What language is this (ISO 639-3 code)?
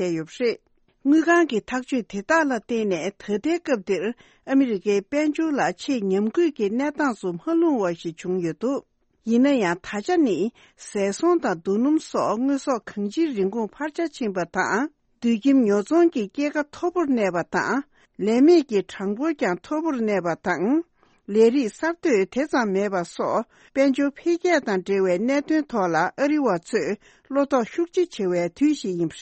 bod